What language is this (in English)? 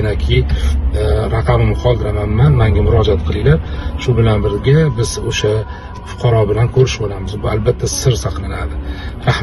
Uzbek